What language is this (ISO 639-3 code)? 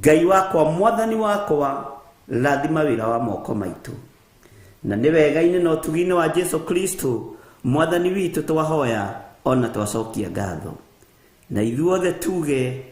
kik